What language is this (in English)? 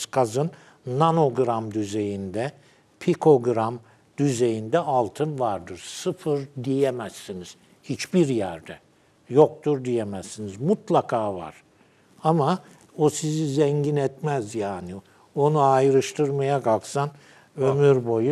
Turkish